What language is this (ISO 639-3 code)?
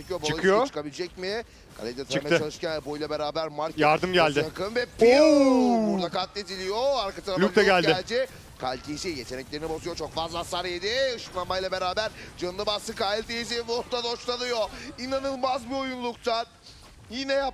tur